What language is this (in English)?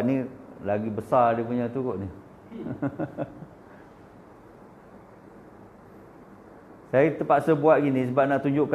Malay